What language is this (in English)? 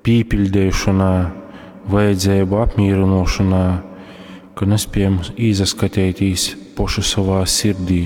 Latgalian